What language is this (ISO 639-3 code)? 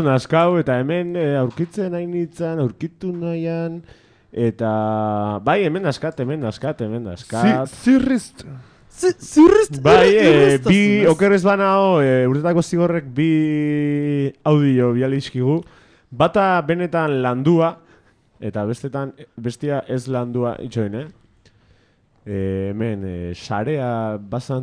eus